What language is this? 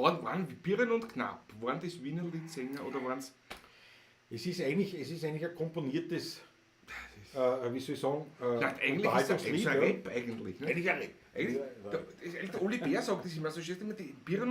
Bavarian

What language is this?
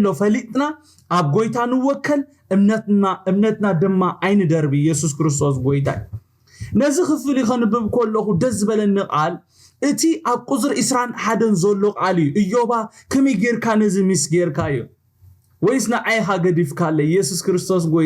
Tigrinya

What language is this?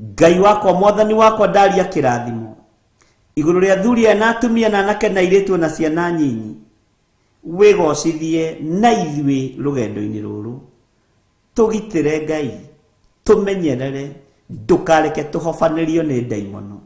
Kikuyu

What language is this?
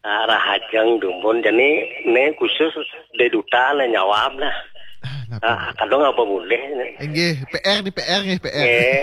Balinese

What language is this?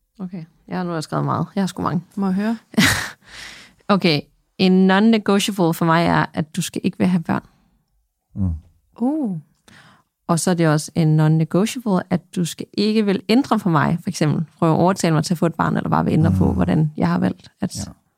Danish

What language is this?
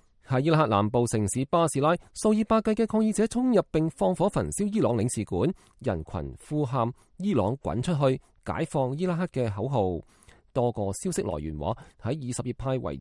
Cantonese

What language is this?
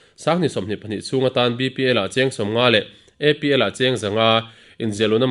Mizo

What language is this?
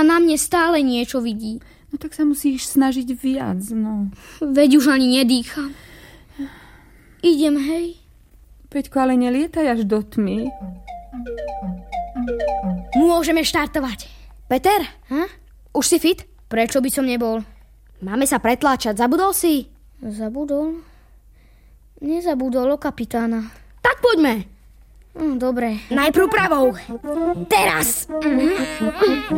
Slovak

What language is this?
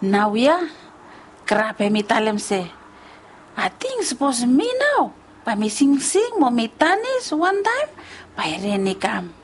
Bislama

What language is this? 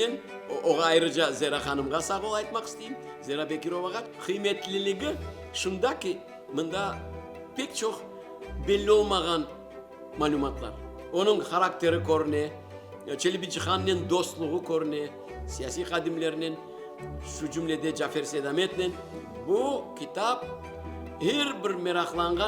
Crimean Tatar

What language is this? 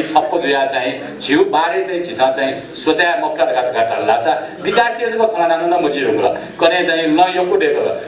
Newari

